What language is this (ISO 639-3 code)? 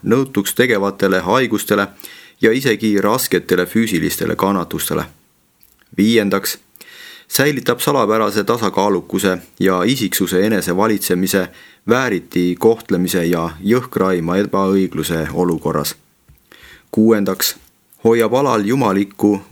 est